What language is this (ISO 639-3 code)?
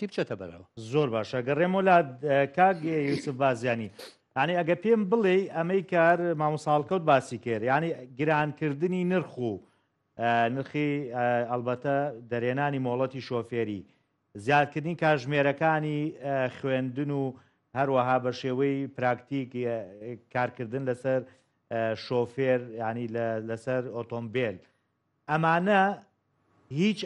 ckb